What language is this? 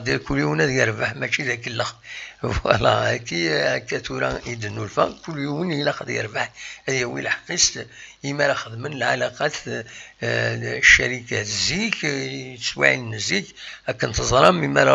Kabyle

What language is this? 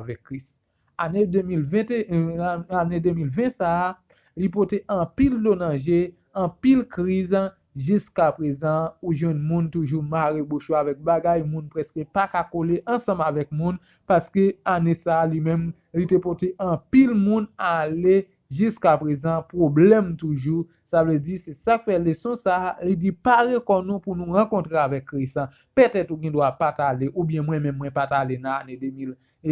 Haitian Creole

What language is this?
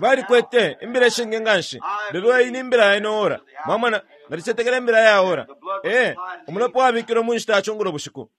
Bemba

